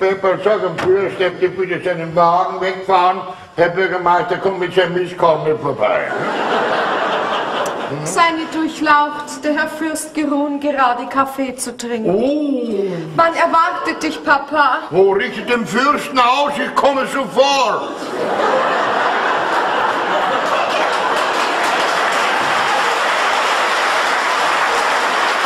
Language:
German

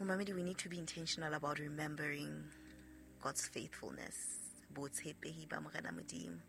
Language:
Southern Sotho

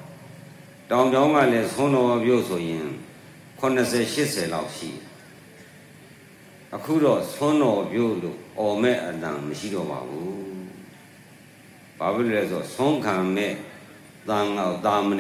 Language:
Burmese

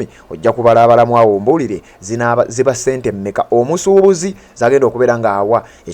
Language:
Ganda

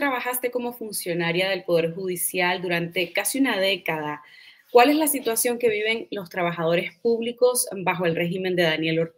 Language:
Spanish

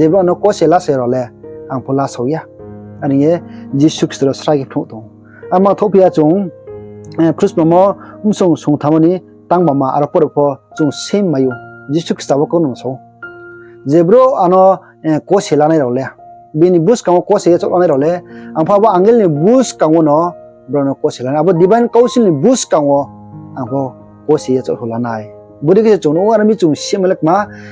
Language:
Riang (India)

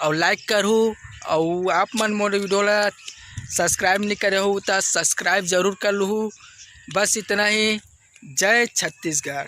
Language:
Chhattisgarhi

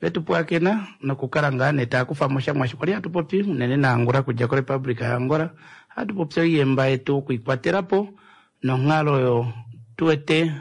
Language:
Kuanyama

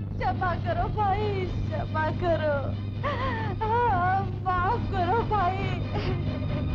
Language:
Gujarati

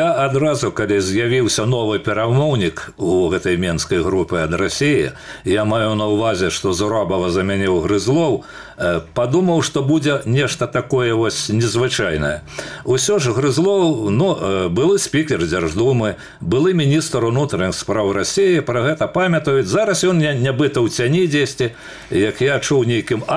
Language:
Belarusian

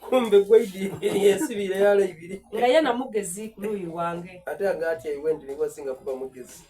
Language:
Soga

